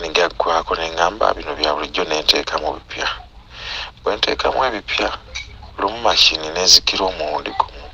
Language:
Ganda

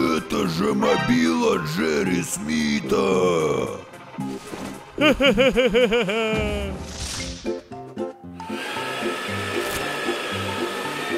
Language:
Russian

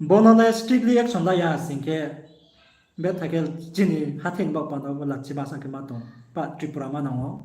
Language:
Riang (India)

